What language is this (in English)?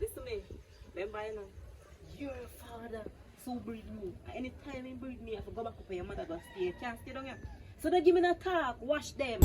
Jamaican Creole English